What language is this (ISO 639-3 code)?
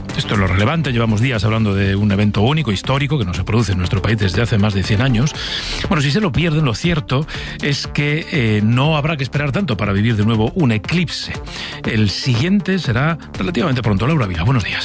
spa